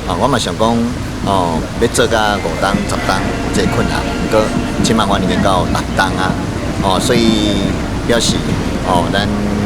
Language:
Min Nan Chinese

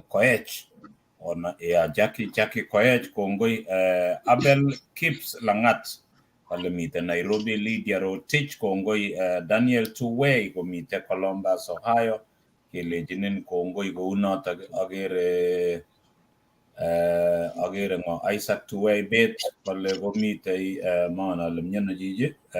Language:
Kalenjin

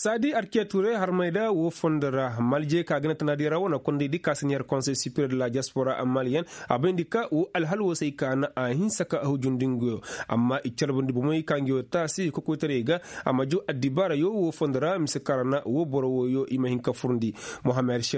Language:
Koyraboro Senni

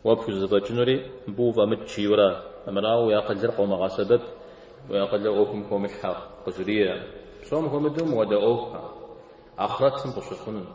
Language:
Kabardian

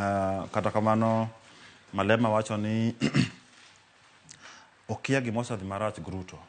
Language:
Luo (Kenya and Tanzania)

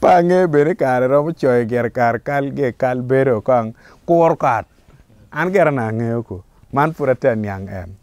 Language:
Acoli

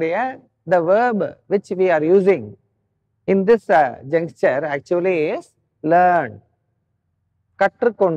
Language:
Tamil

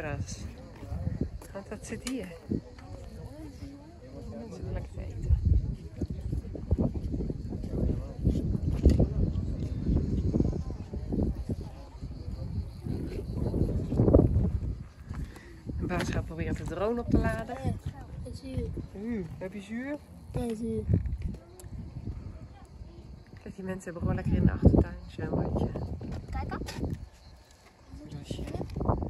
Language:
Dutch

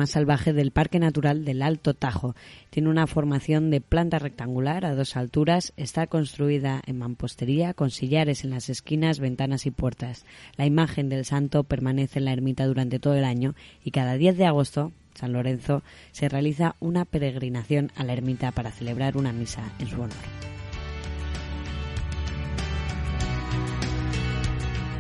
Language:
Spanish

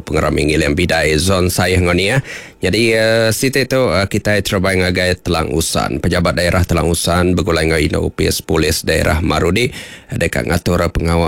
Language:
Iban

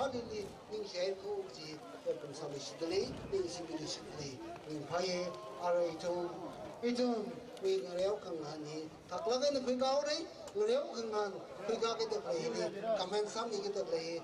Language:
Tangkhul Naga (India)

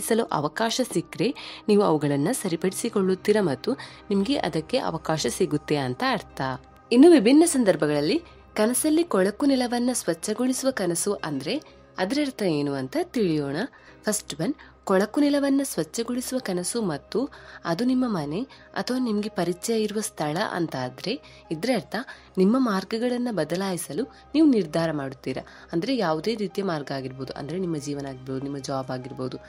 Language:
Kannada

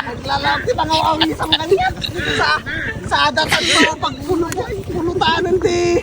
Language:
Iloko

